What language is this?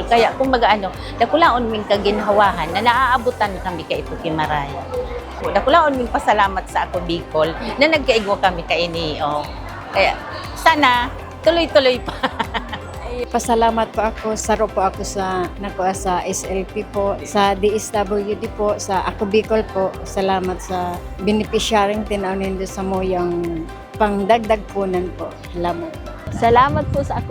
Bikol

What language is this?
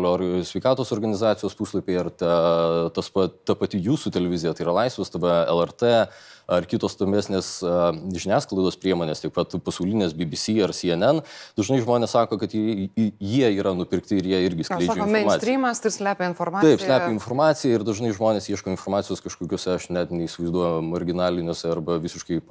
Lithuanian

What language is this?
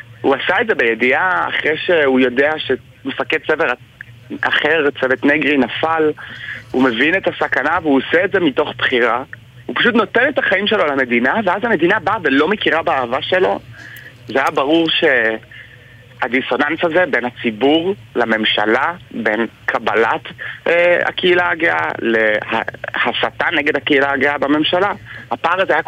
Hebrew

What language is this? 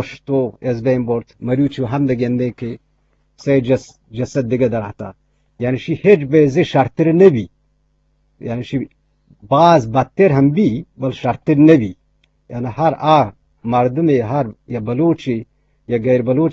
Eastern Balochi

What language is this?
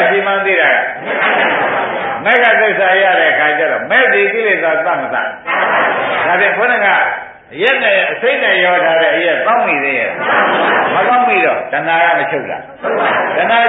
Burmese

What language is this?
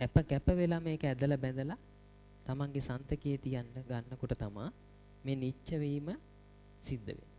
Sinhala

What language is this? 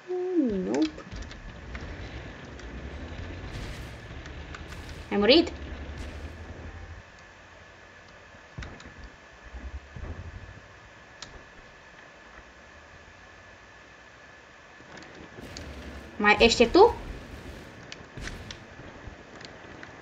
Romanian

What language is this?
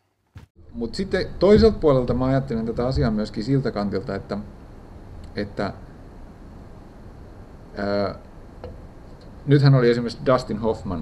Finnish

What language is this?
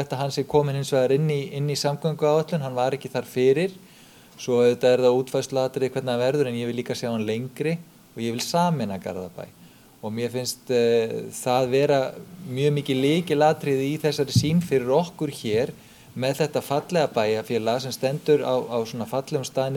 Icelandic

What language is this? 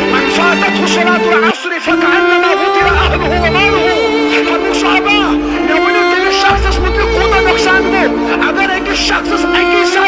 Kashmiri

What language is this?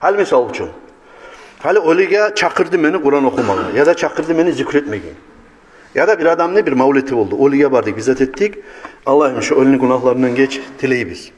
Kumyk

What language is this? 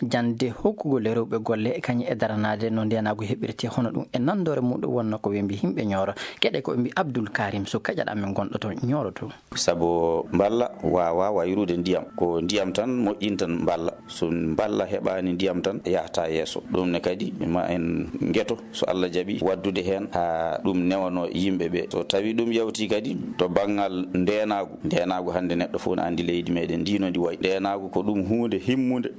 Maasina Fulfulde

